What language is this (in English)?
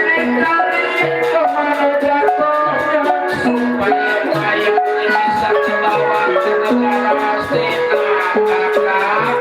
Betawi